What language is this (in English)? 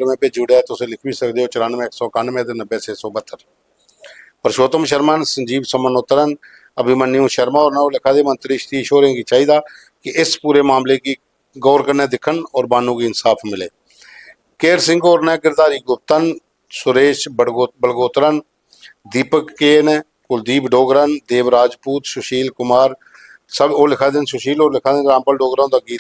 Dogri